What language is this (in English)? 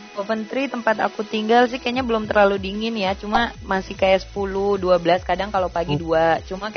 Indonesian